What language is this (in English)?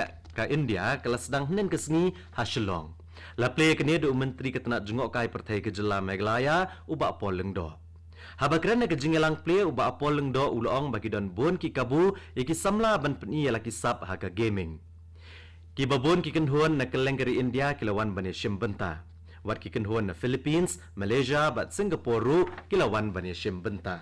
Khasi